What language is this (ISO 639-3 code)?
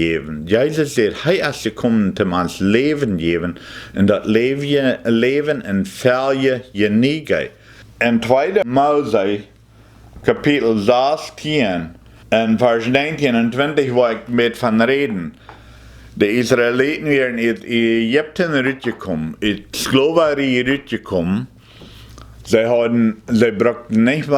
pdt